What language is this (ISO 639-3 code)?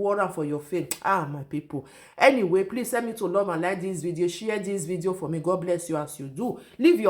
pcm